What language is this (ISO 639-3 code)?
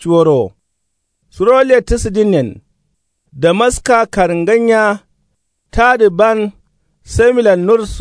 kau